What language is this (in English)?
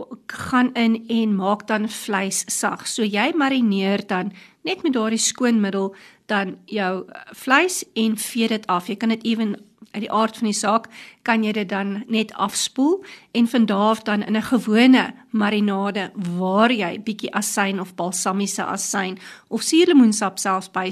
Afrikaans